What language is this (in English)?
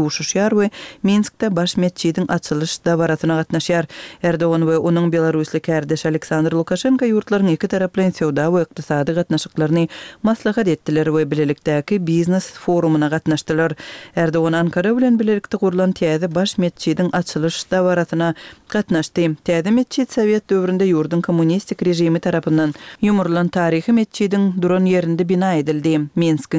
Turkmen